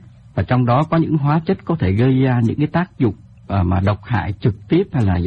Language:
Vietnamese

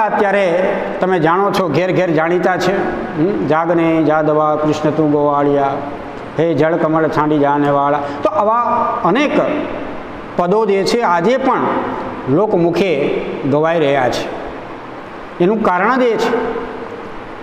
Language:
Gujarati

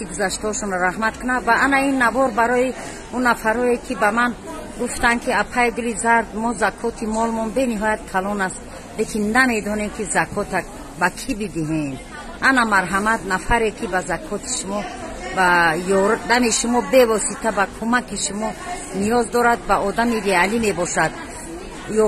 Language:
Tajik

